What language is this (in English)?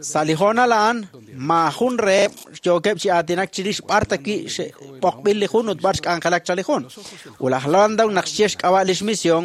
Kekchí